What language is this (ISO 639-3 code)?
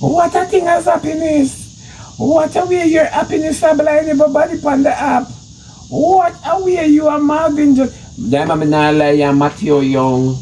jam